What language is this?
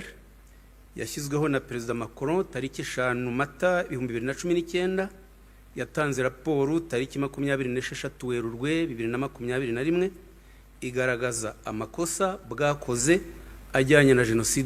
Kinyarwanda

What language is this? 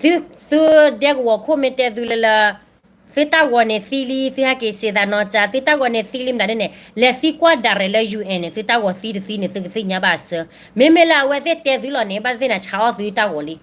S'gaw Karen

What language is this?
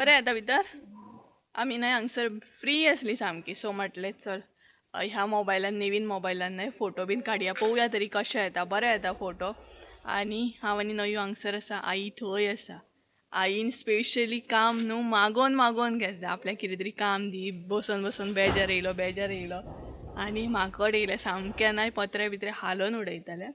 Konkani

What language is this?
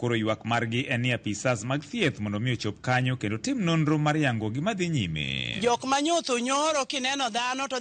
Luo (Kenya and Tanzania)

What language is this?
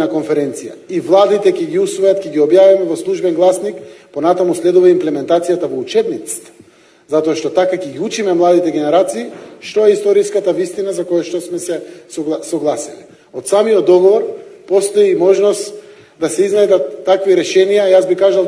Macedonian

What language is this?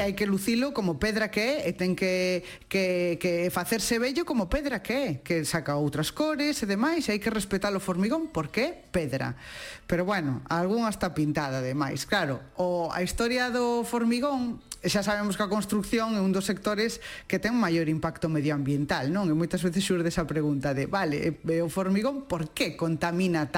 Galician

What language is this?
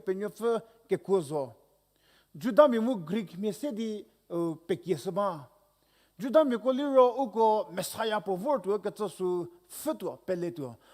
Angami Naga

